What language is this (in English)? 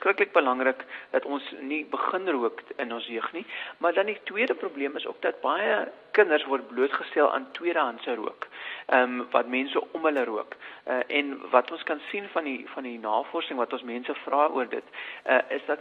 Afrikaans